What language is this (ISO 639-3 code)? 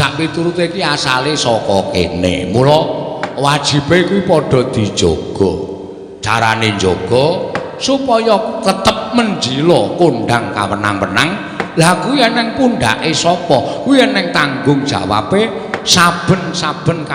jav